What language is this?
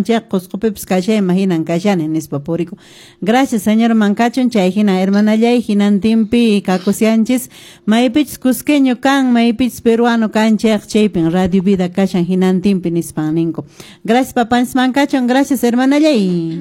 Quechua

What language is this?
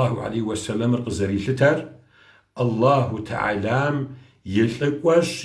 Kabardian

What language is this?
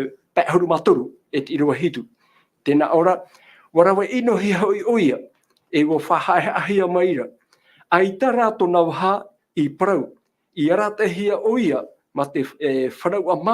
Tahitian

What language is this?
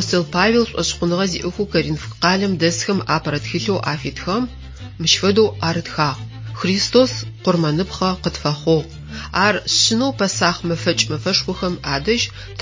Adyghe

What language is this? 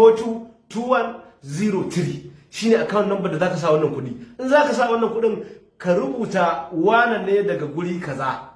Hausa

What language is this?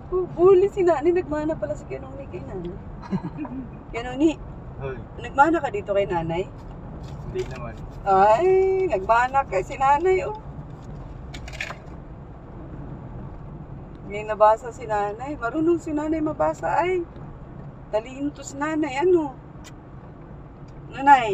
Filipino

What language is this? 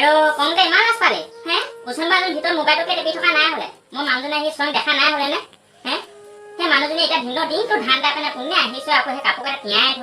Assamese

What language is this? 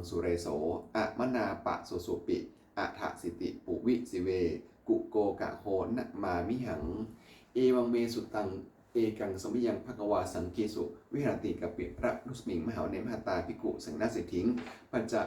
Pali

